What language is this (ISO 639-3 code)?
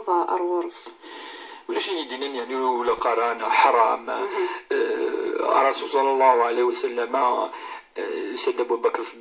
kab